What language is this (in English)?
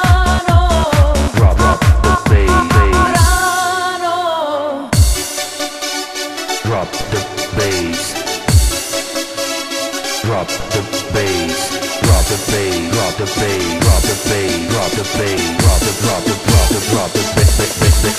Croatian